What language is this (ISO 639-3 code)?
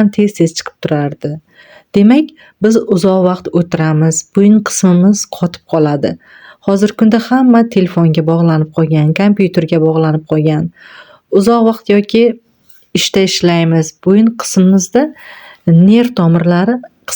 uzb